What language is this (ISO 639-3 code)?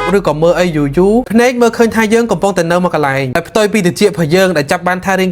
khm